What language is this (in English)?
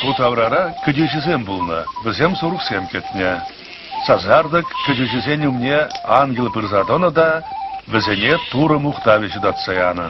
Chuvash